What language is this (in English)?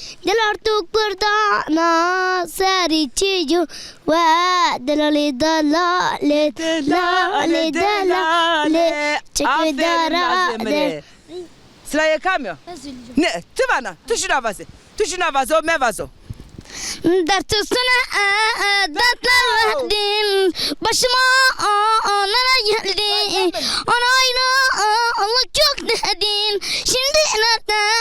Zaza